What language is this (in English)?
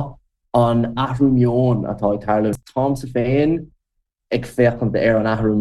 Irish